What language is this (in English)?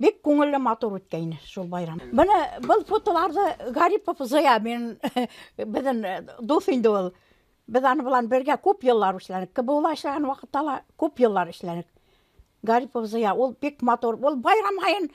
Bashkir